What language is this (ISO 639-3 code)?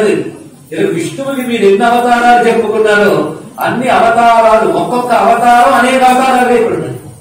tel